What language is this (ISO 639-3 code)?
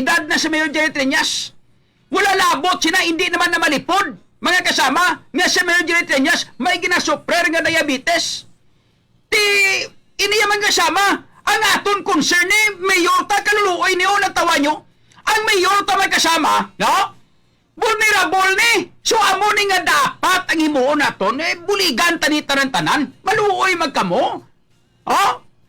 hil